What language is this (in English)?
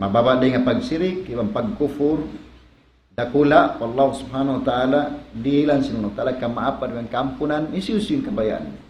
Tausug